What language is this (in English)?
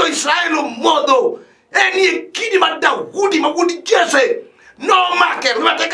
Luo (Kenya and Tanzania)